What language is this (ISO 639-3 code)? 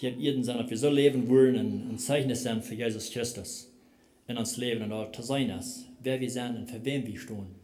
pdt